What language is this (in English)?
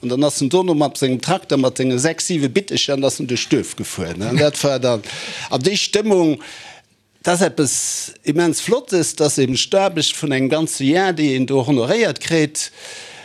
Luxembourgish